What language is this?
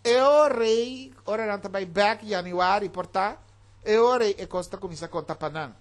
Papiamento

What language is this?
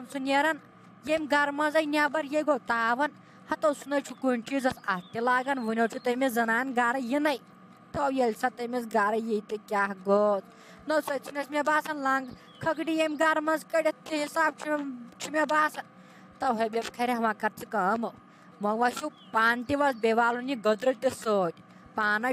Kashmiri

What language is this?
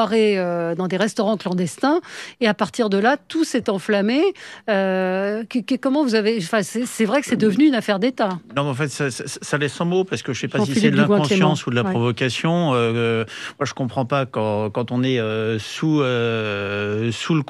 French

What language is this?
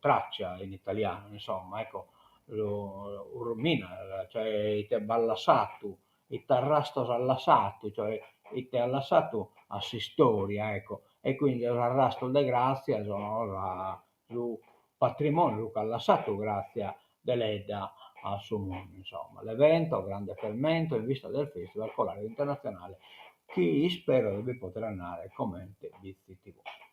Sardinian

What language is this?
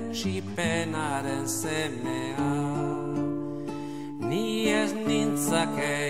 Basque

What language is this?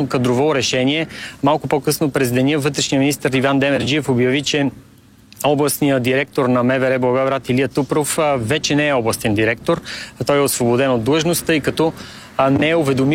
Bulgarian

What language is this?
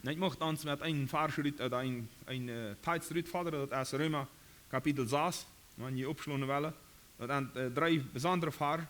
Plautdietsch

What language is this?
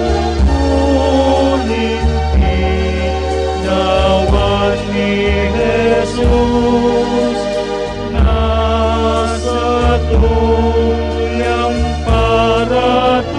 Bikol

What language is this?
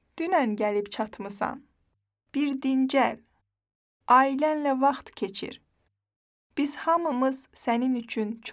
Azerbaijani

